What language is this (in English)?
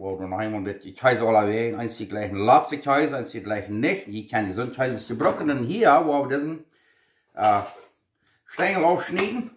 Plautdietsch